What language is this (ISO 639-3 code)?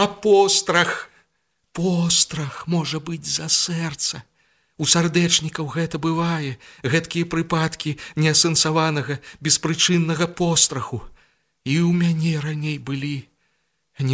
bel